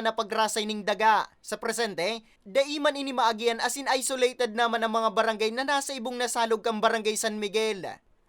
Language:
Bikol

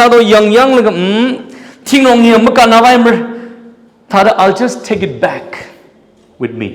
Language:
Tangkhul Naga (India)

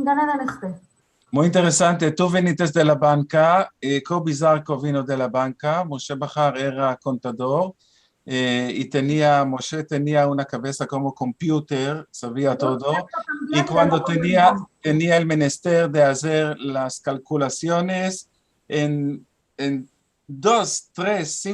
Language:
Ladino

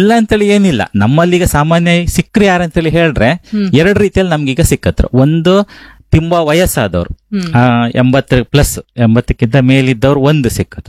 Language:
Kannada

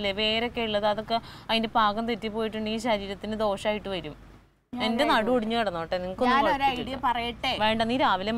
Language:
Malayalam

